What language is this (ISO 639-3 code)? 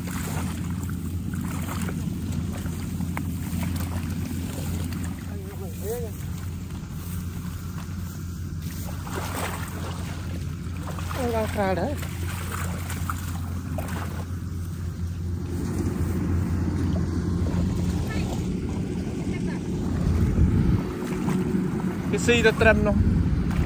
vie